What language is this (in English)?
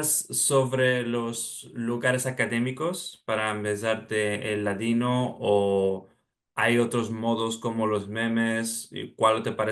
Ladino